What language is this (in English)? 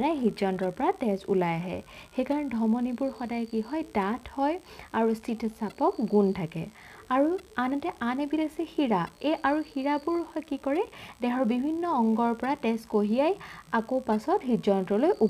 Assamese